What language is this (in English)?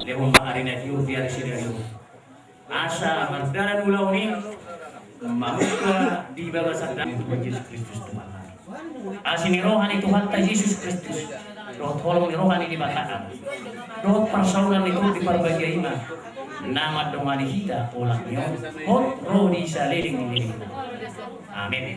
Batak Toba